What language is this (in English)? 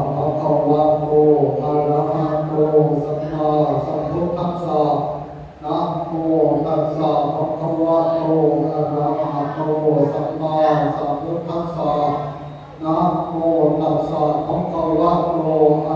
Pali